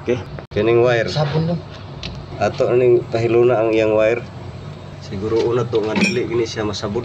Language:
Cebuano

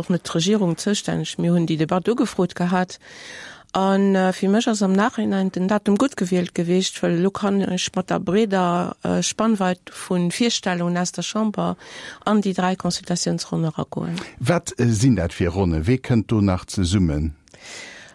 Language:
Luxembourgish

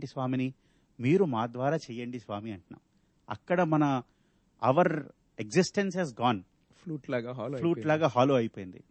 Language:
Telugu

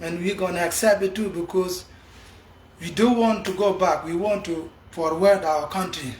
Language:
Nuer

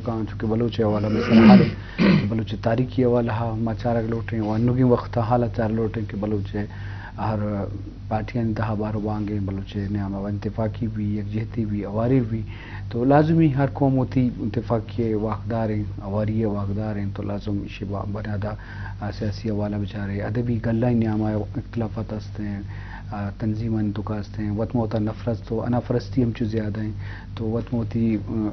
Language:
Eastern Balochi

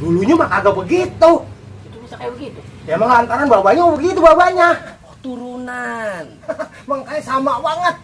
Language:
Betawi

